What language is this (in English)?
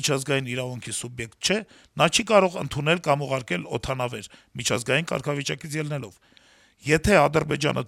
Armenian